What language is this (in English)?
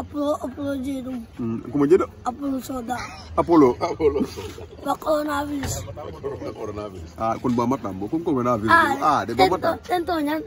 Fula